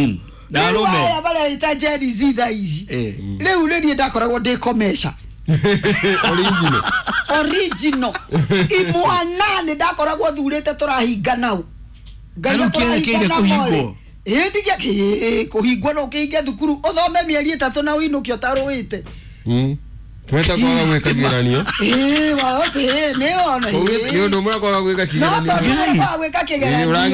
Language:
Kikuyu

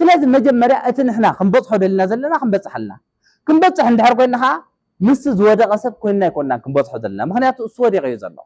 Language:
Tigrinya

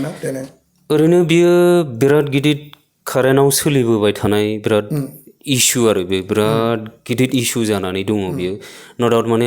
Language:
Bodo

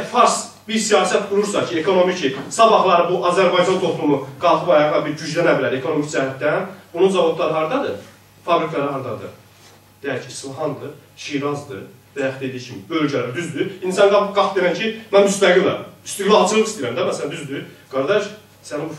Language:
South Azerbaijani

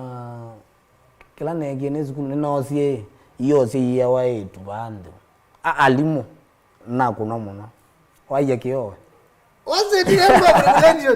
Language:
Kamba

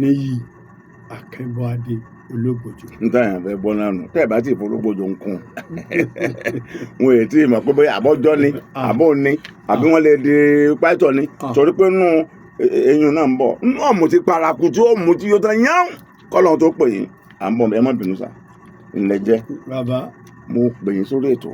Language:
Yoruba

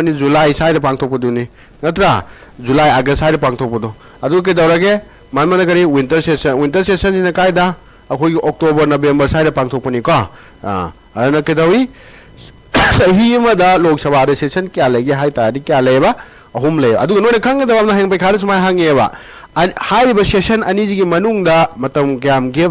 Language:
Manipuri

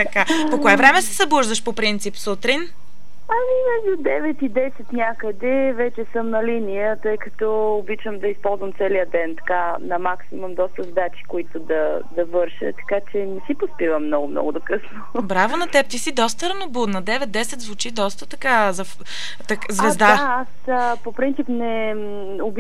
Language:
Bulgarian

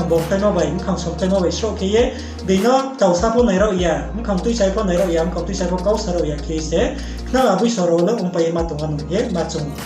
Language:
Riang (India)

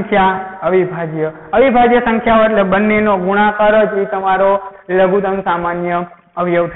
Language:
Gujarati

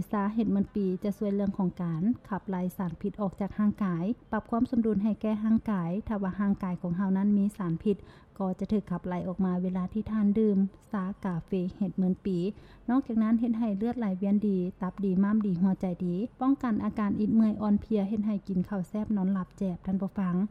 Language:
Lao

